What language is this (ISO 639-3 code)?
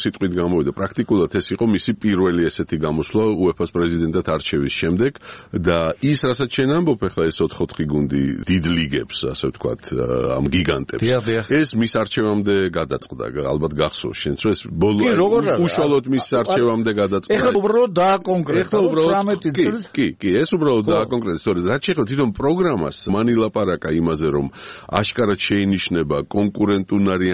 kat